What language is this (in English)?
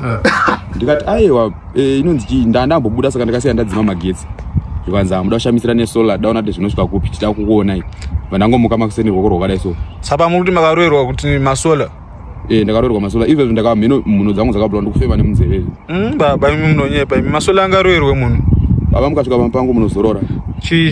Shona